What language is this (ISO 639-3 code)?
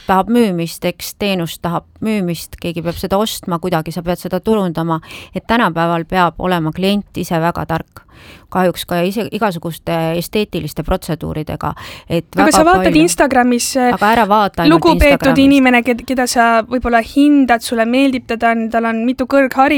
est